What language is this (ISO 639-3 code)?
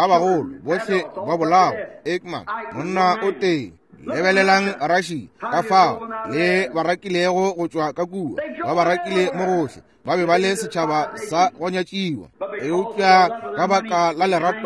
nso